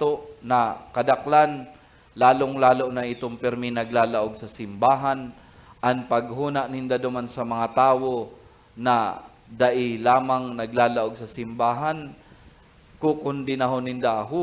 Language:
Bikol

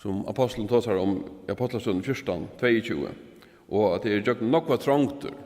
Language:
Faroese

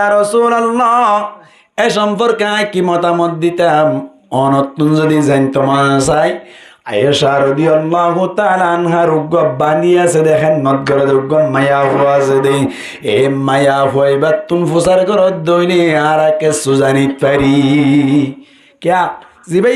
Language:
Rohingya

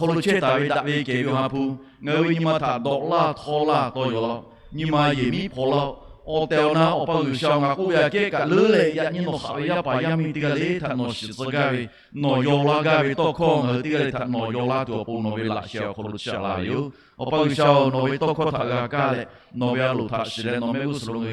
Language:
Lahu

